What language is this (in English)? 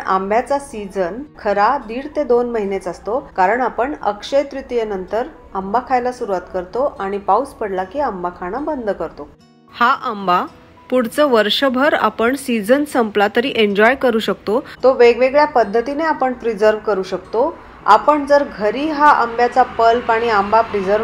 Marathi